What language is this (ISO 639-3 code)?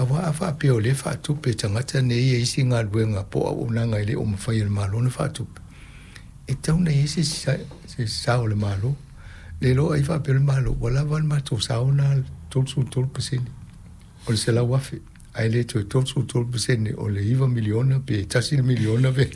smo